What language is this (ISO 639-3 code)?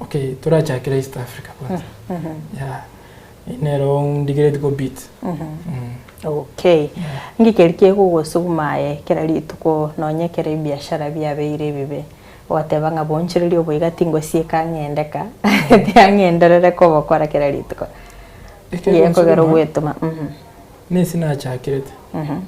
guz